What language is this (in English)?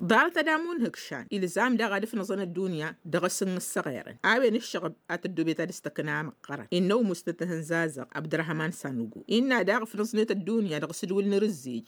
Tamasheq